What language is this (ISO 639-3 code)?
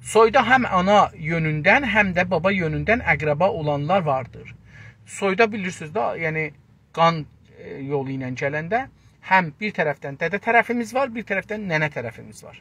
azb